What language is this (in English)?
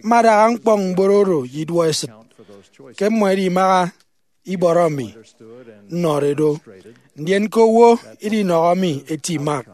Efik